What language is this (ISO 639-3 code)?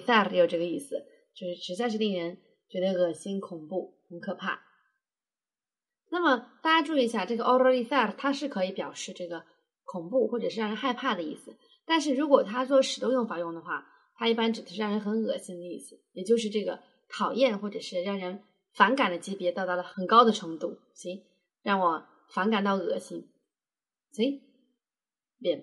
zho